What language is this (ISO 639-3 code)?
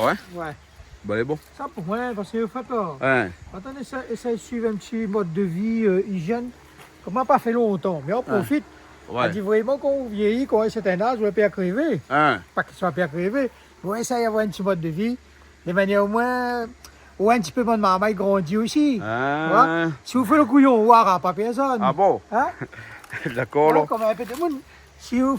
rcf